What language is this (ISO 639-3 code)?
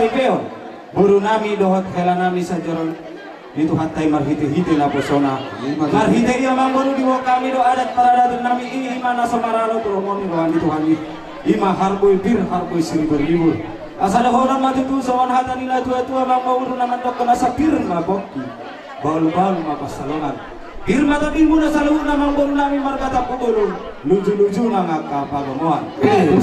bbc